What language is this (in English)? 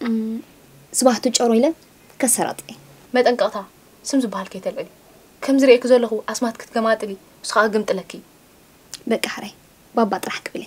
Tigrinya